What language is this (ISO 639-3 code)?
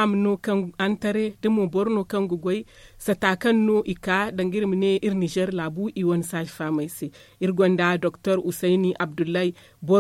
dje